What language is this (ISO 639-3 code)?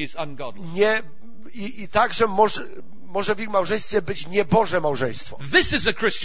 pol